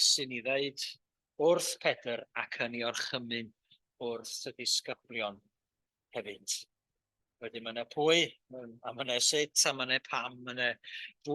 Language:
Welsh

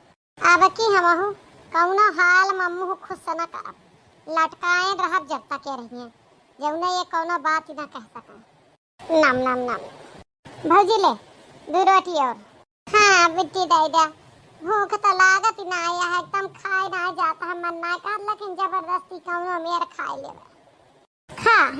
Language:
Awadhi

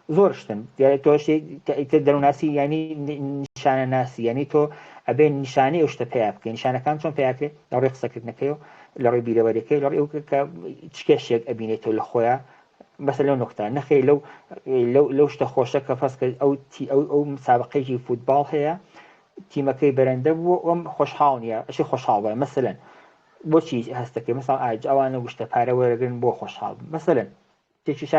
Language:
Central Kurdish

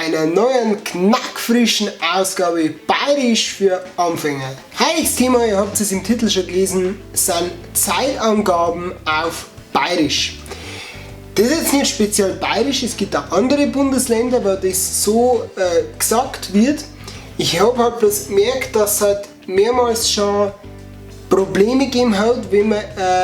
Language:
Bavarian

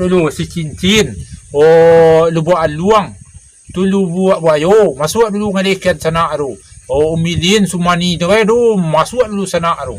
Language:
Minangkabau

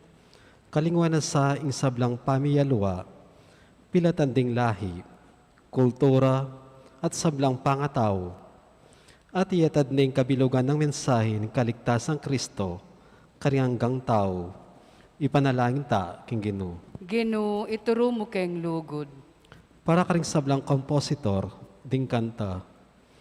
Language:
Pampanga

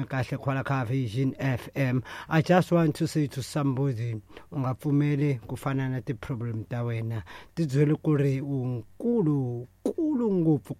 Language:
Tsonga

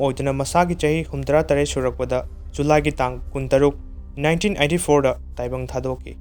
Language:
Manipuri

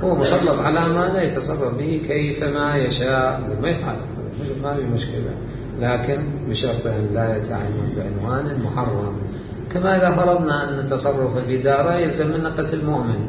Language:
Mesopotamian Arabic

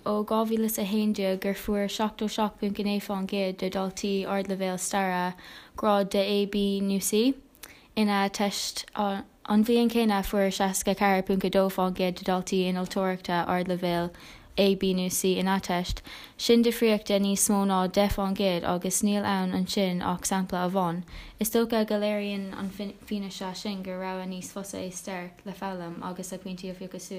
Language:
Irish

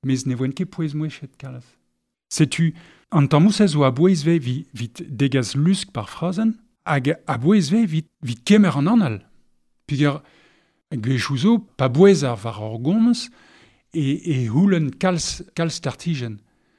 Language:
Breton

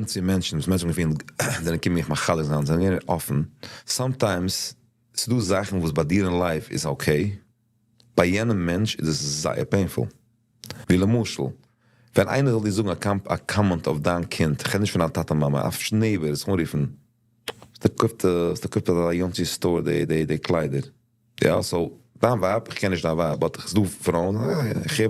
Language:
Yiddish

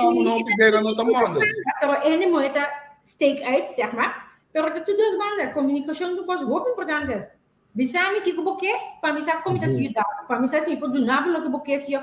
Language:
Papiamento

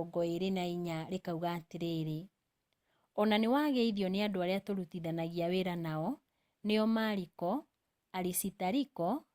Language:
Kikuyu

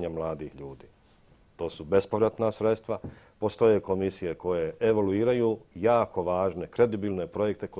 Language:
Bosnian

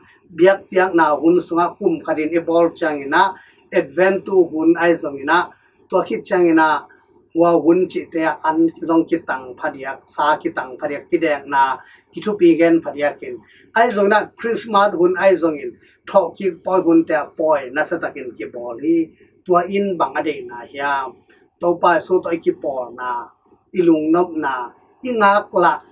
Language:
Tedim Chin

